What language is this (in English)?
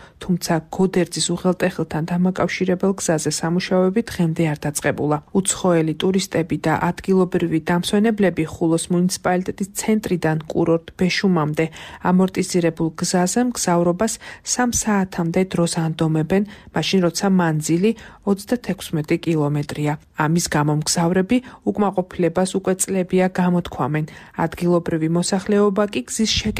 Georgian